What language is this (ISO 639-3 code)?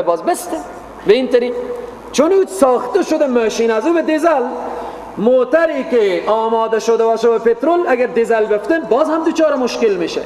fas